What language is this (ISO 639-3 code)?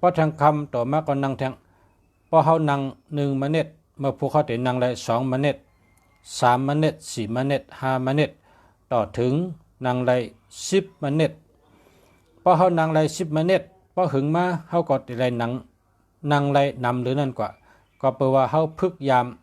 shn